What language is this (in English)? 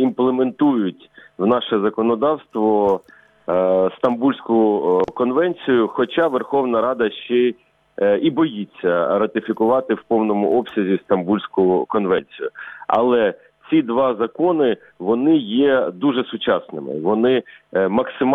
Ukrainian